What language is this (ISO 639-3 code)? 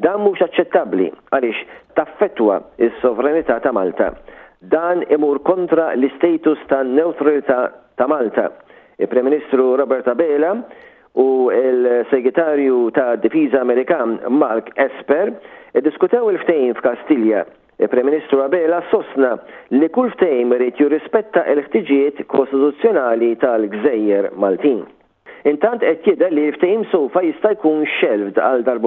mlt